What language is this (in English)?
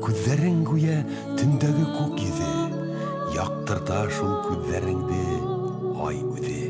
Bashkir